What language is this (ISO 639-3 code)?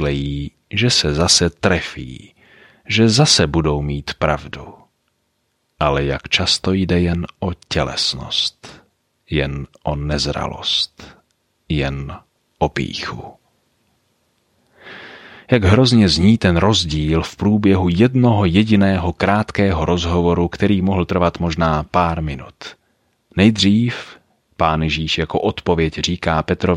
ces